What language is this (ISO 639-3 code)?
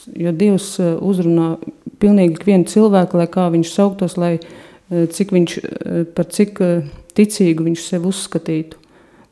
lav